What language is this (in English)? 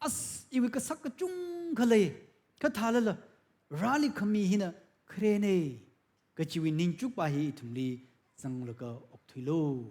Tangkhul Naga (India)